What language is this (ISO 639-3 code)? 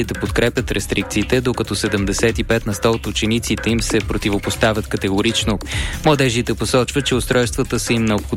bul